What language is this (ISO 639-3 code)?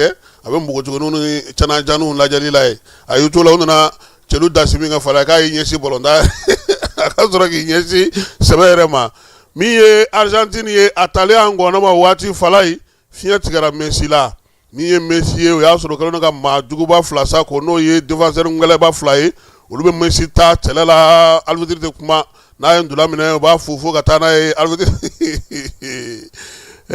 bam